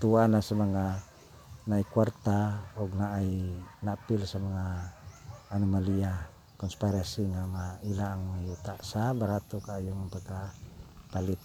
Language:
Cebuano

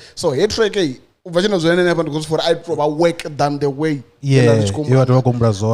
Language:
Venda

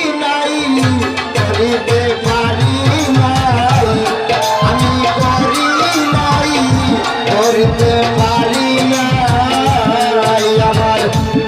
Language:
Sylheti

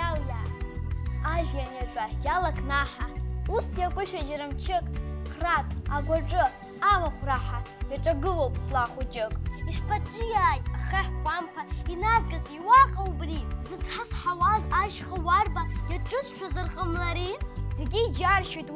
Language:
Abkhazian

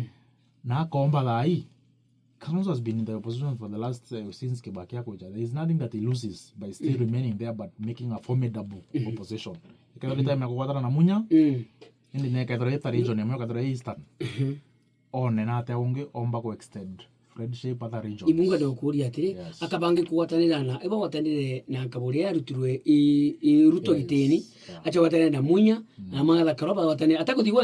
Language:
Meru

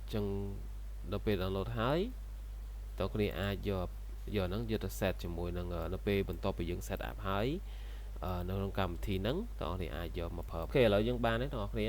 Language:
Khmer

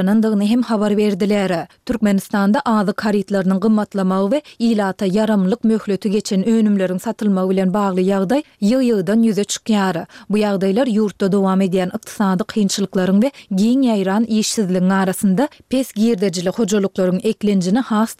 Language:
Turkmen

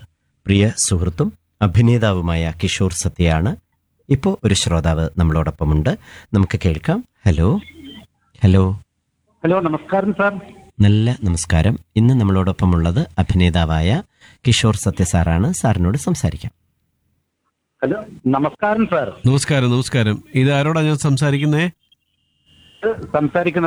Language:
Malayalam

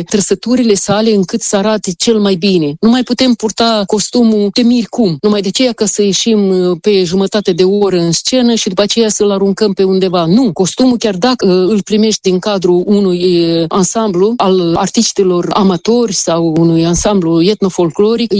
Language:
Romanian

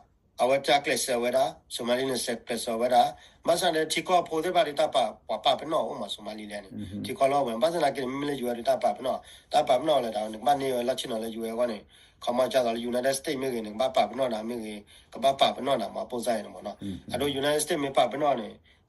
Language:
S'gaw Karen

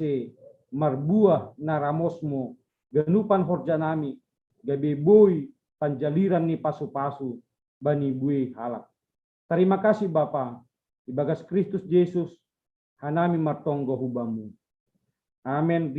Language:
Batak Simalungun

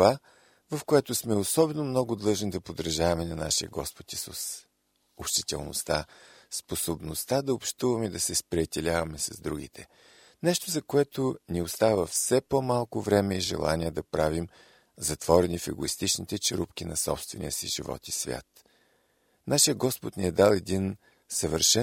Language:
Bulgarian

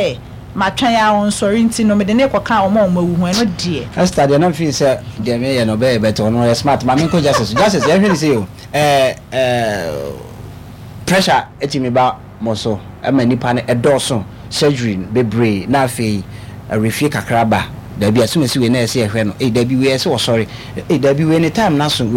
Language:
Akan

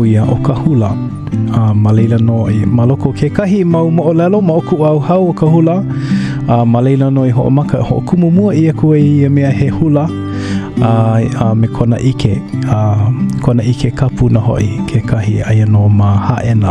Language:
Hawaiian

